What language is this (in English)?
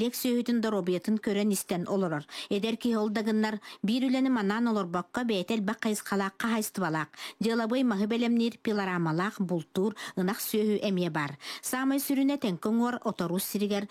Yakut